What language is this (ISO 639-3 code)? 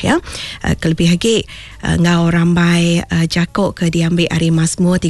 iba